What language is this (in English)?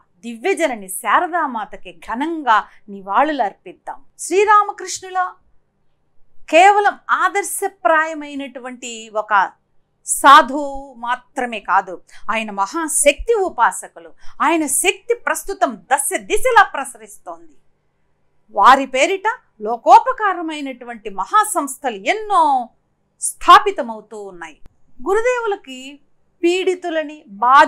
Telugu